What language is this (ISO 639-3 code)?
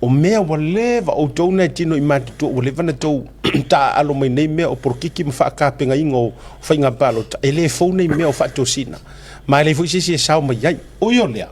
smo